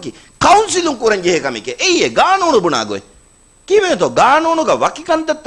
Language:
Divehi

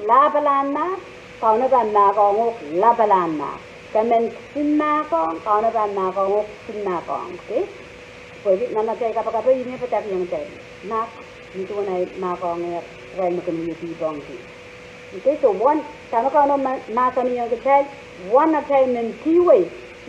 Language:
Pohnpeian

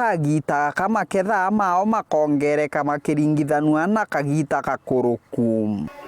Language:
Meru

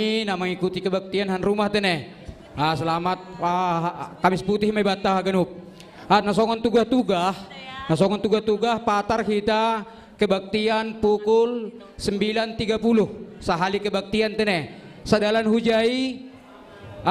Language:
Batak Simalungun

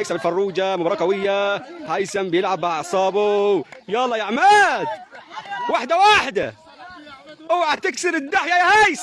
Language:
Egyptian Arabic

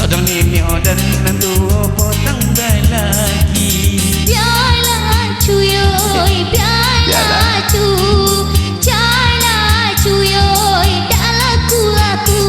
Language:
Minangkabau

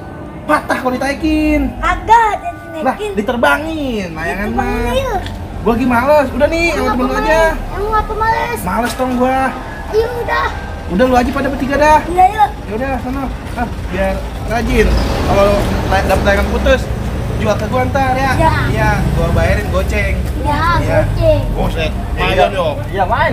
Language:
Betawi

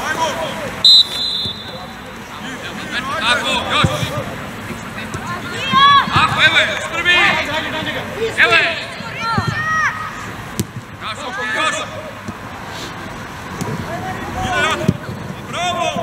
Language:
Croatian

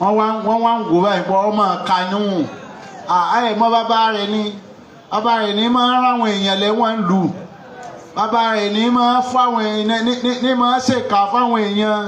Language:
Yoruba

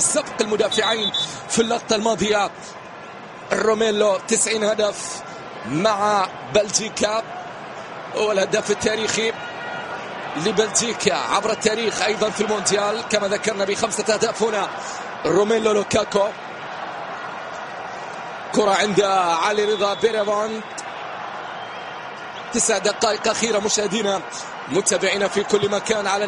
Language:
Arabic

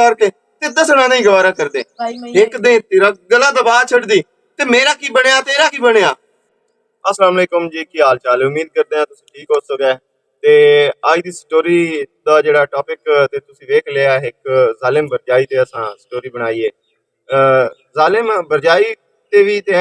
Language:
Western Panjabi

